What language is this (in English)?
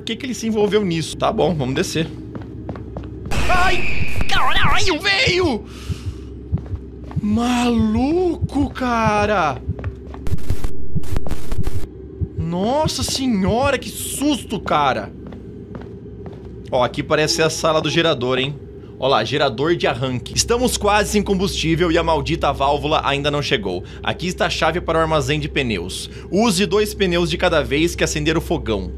Portuguese